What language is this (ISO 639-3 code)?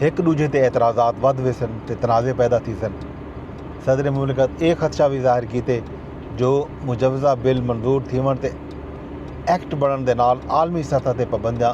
skr